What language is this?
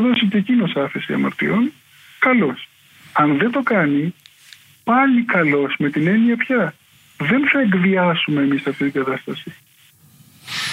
Greek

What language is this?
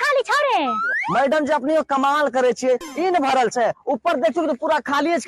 Maithili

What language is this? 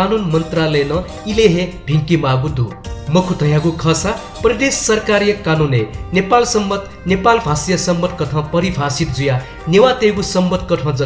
Newari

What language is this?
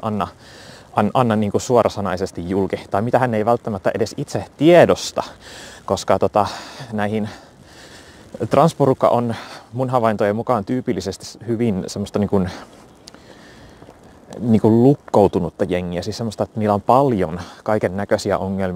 Finnish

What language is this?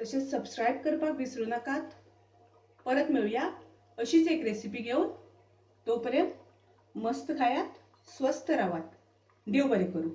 Konkani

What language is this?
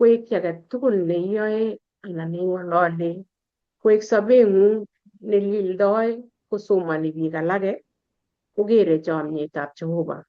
Kalenjin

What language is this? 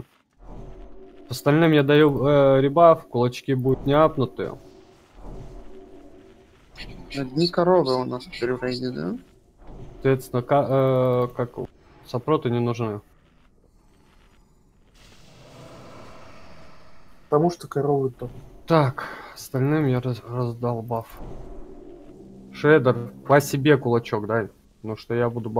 Russian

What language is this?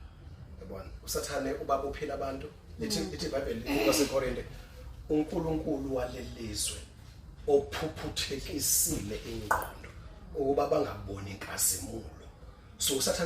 Zulu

